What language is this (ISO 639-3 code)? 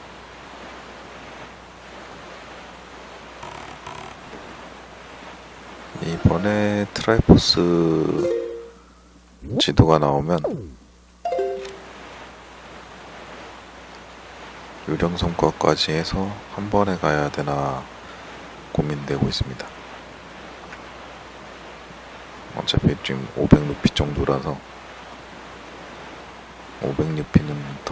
kor